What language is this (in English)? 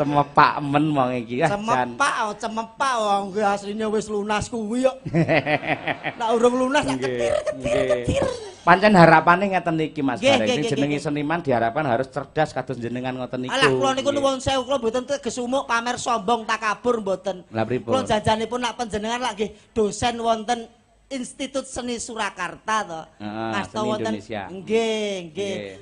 Javanese